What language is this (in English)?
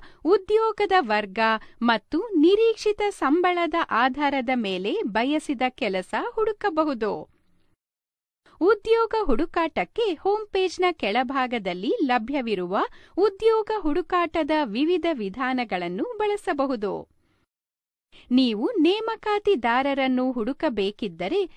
Kannada